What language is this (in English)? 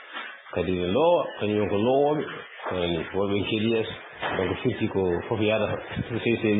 Fula